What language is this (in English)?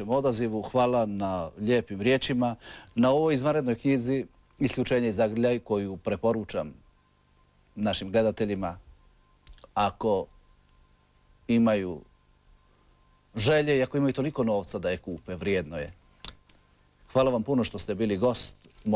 Croatian